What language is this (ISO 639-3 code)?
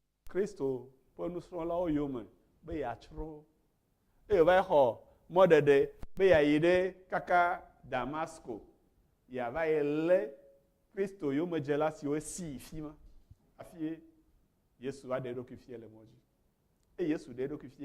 ewe